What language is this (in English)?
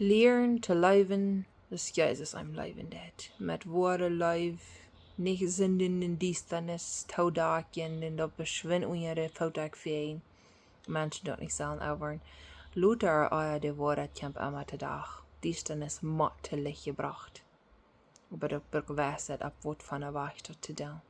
Plautdietsch